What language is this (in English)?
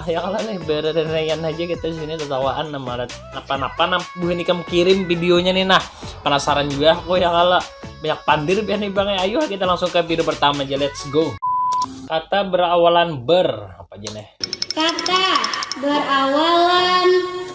Banjar